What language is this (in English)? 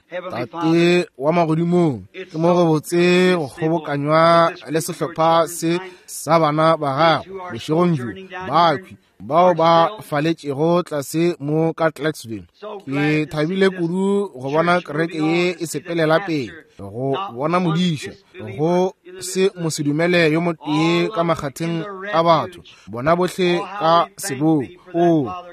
Northern Sotho